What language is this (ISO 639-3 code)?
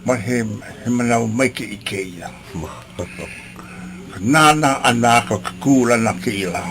haw